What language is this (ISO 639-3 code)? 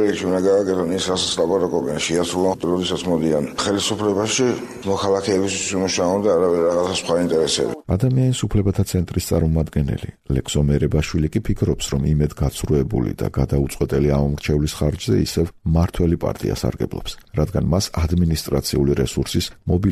kat